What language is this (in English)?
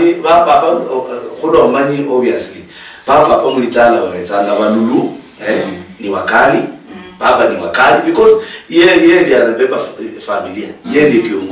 Luyia